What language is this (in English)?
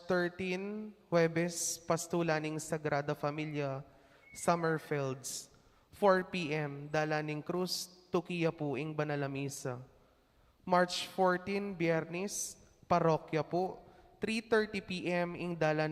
Pampanga